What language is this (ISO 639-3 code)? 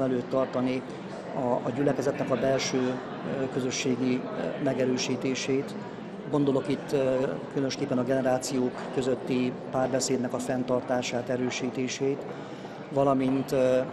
hun